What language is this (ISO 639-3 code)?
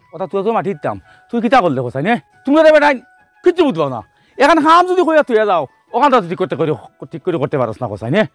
syl